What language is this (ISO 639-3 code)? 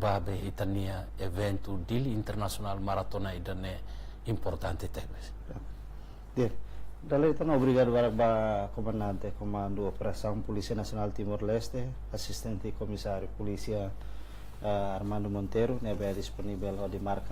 tet